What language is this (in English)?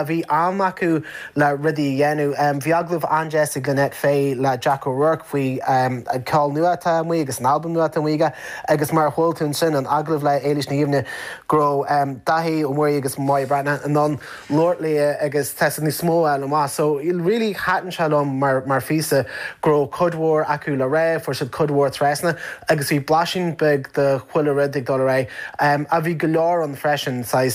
Irish